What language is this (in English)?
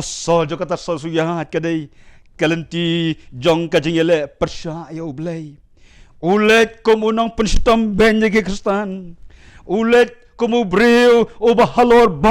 Khasi